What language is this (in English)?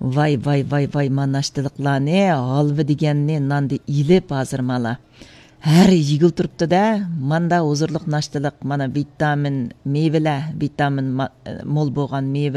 Uyghur